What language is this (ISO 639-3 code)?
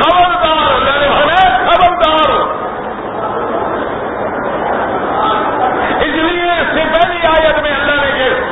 urd